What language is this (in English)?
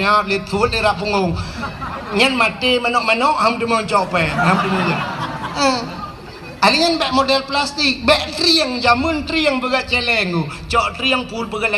Achinese